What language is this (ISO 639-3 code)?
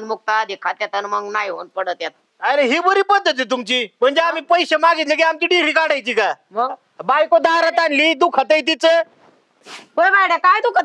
mar